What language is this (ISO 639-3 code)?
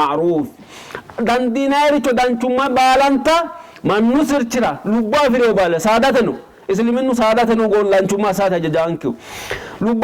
sid